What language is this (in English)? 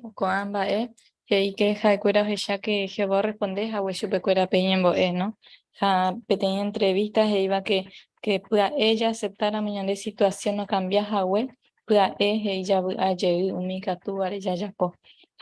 Guarani